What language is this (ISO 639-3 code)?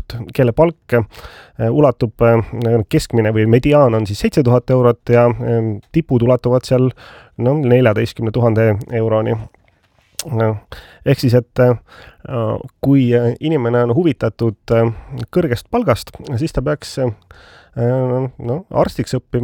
est